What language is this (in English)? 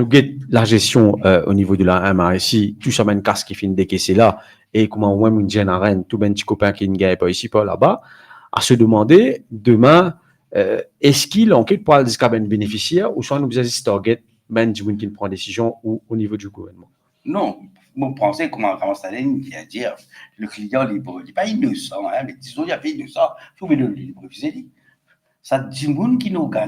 Morisyen